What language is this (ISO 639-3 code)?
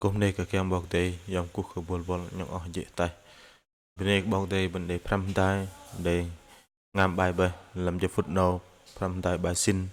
bdq